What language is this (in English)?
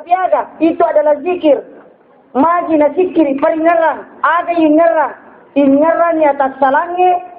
Buginese